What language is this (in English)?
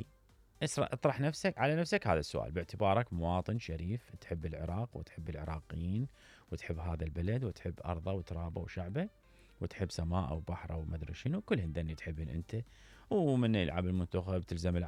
Mesopotamian Arabic